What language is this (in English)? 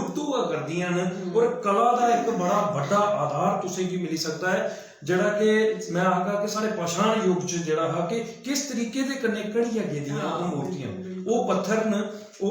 Dogri